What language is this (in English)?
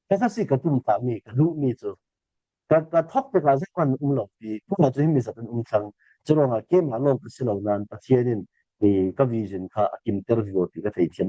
Falam Chin